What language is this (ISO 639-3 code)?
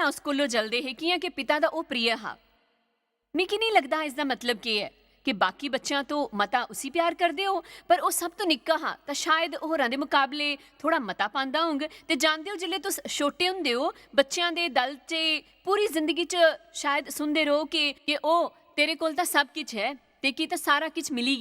doi